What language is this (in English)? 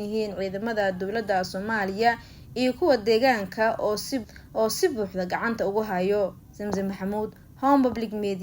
Somali